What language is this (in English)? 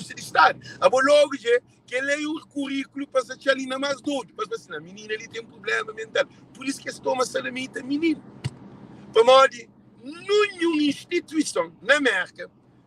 Kabuverdianu